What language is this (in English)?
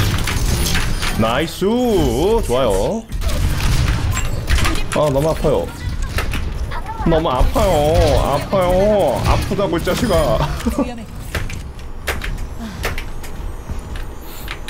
Korean